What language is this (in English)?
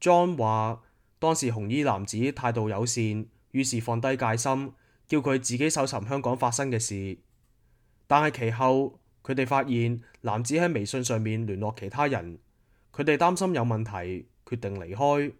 Cantonese